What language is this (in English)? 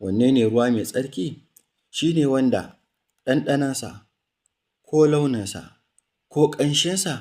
Hausa